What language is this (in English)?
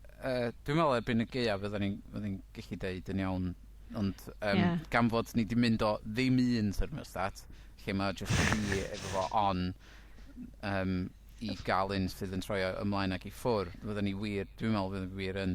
Welsh